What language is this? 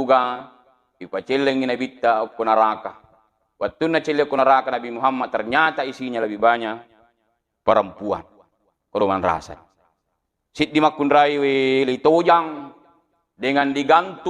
Buginese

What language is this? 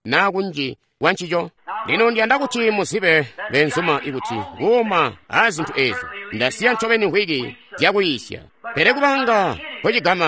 Tonga (Zambia)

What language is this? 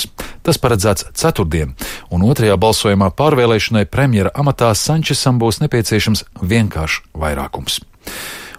Latvian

